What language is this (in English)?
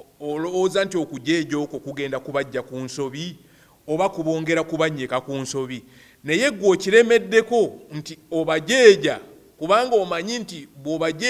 Ganda